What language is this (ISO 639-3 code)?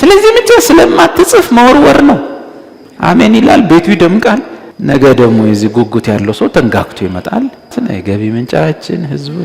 amh